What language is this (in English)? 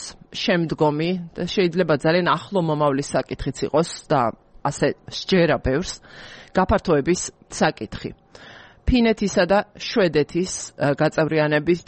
Georgian